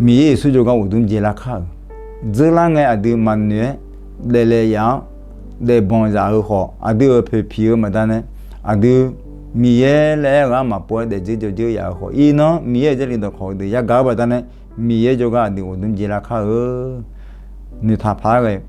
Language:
Akha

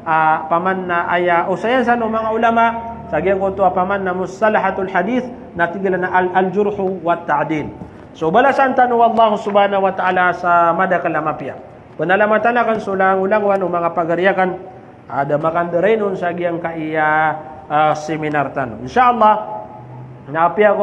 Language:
Maranao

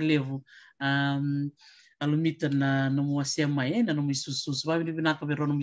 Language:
Fijian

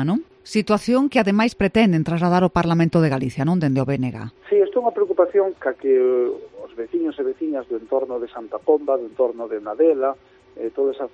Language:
Galician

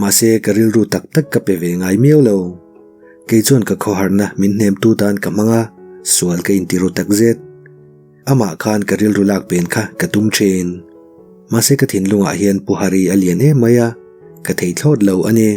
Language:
Mizo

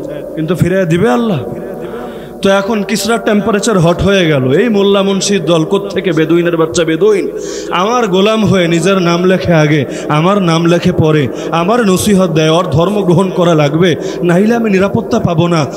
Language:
Bangla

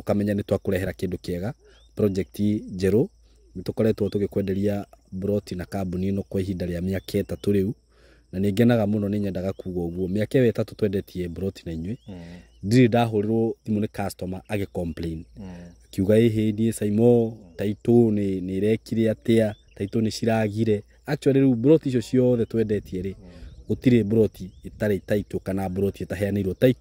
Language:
Kikuyu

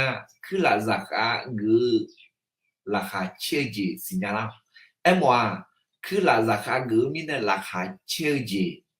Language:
Akha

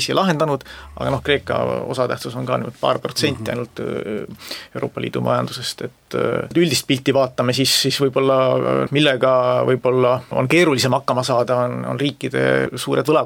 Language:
Estonian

